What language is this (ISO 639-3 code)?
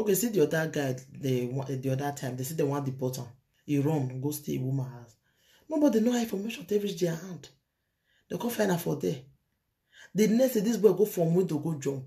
pcm